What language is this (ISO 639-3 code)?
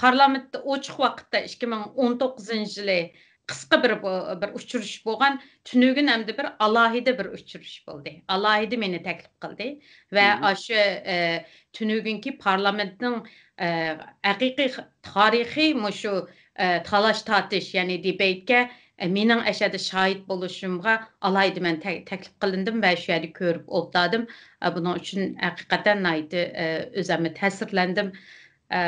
uig